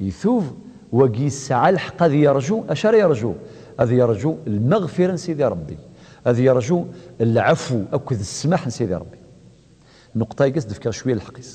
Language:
Kabyle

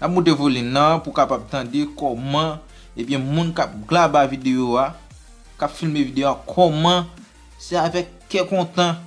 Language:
Haitian Creole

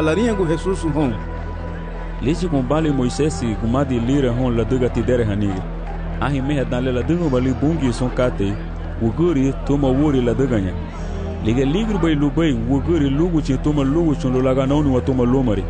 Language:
Garifuna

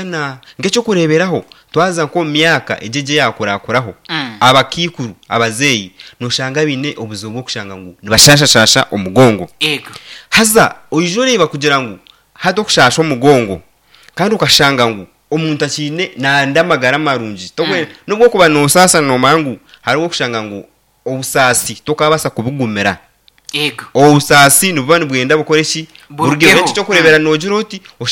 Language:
Nyankole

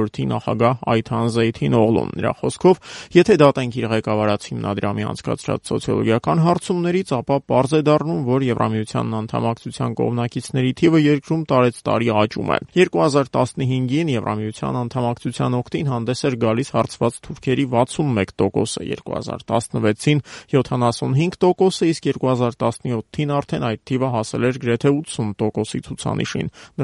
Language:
Armenian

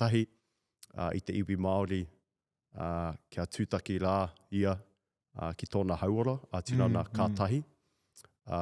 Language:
Māori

